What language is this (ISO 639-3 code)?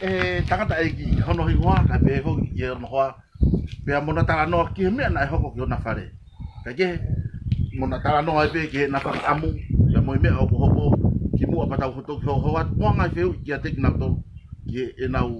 ton